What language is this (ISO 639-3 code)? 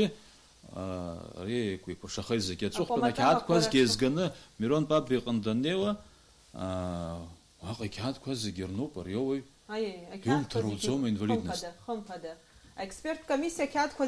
abk